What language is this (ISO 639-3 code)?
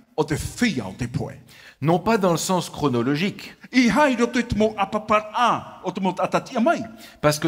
tah